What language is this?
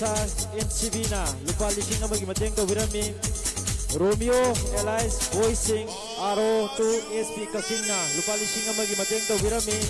Manipuri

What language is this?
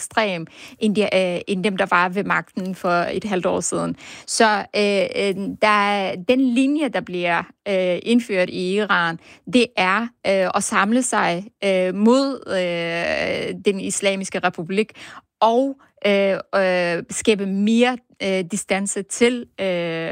Danish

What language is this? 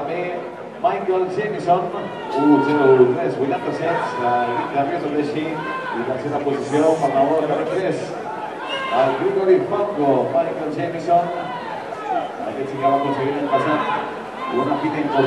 Catalan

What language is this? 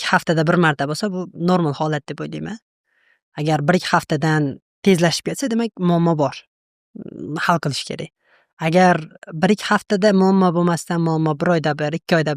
Uzbek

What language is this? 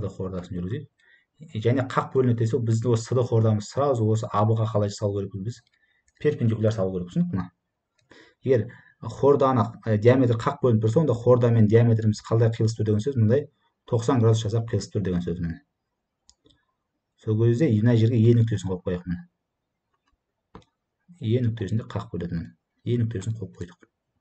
Kazakh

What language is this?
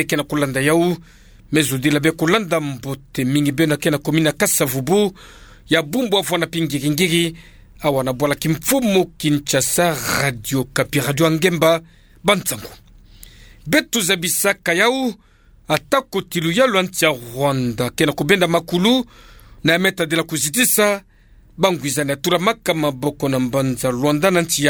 Kituba (Democratic Republic of Congo)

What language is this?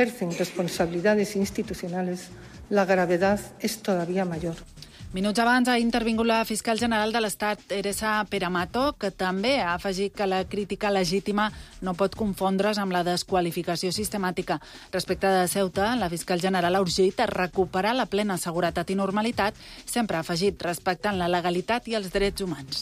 Catalan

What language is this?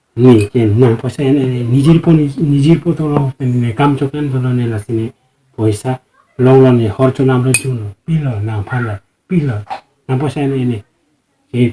Karbi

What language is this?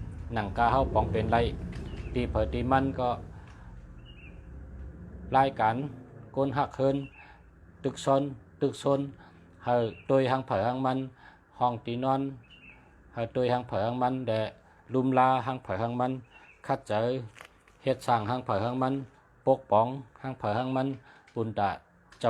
Shan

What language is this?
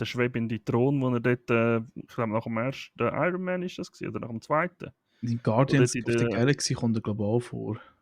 Swiss German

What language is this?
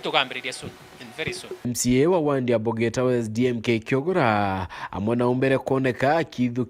Meru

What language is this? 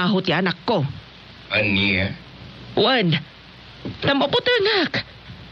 Iloko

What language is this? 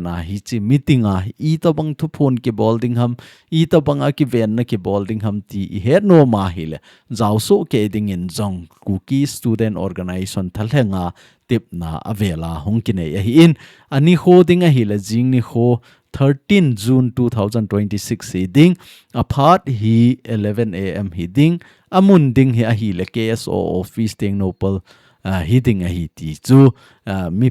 Thado Chin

